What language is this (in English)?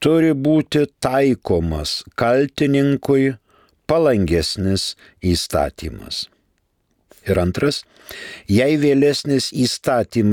Lithuanian